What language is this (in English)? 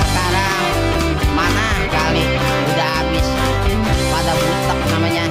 Betawi